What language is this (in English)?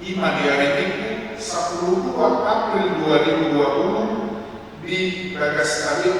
Batak Toba